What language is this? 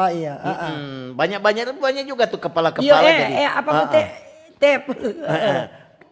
Manado Malay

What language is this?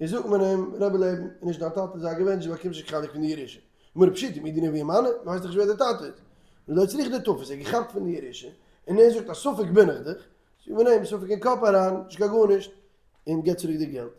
Yiddish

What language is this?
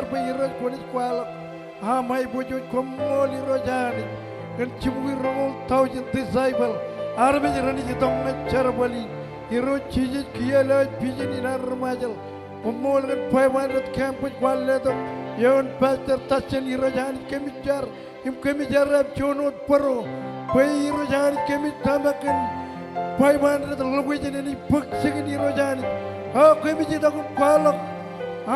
Marshallese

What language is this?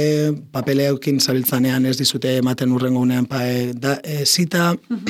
Basque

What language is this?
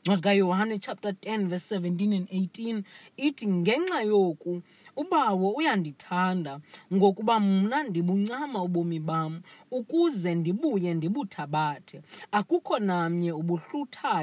Xhosa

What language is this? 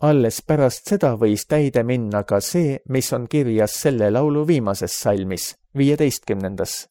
Estonian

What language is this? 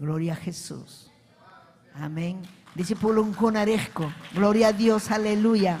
Ayacucho Quechua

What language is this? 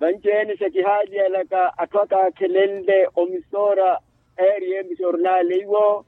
Makhuwa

